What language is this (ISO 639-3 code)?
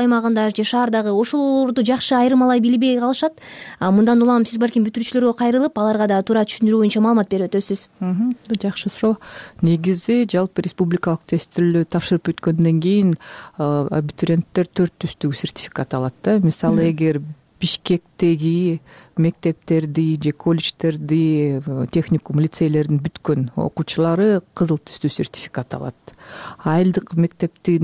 kir